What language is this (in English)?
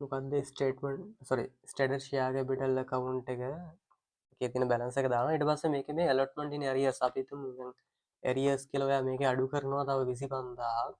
Sinhala